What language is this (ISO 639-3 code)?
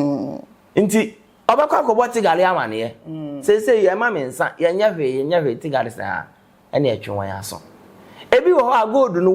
aka